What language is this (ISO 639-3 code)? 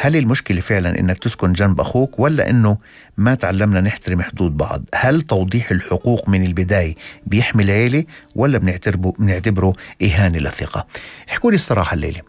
apc